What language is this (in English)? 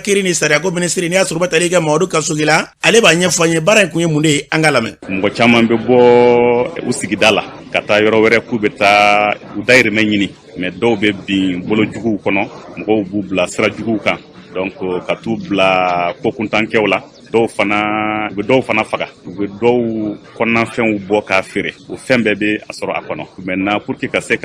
Bambara